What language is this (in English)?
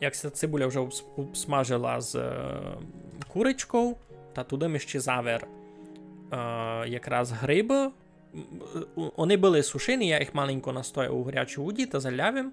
Rusyn